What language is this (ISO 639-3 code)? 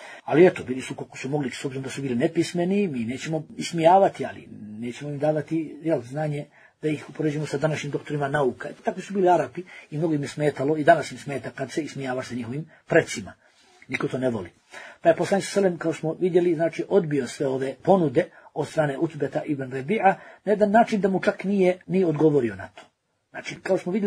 bos